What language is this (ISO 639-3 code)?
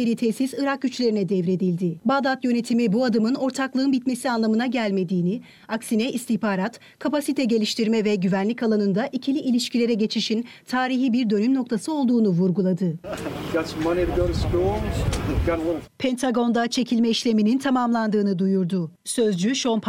tur